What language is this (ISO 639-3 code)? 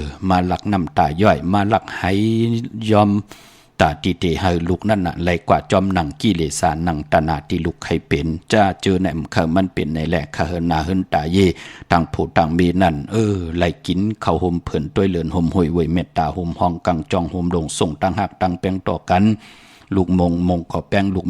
shn